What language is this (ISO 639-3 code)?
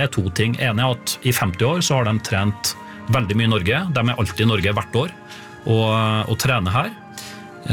nor